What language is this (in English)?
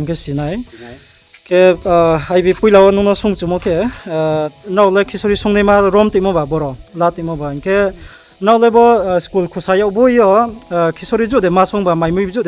Riang (India)